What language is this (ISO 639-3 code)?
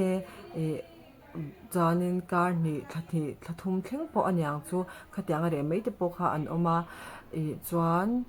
lus